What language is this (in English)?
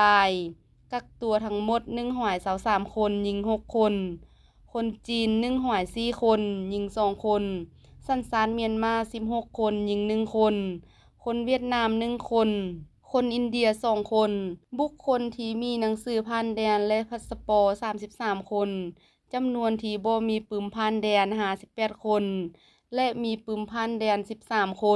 Lao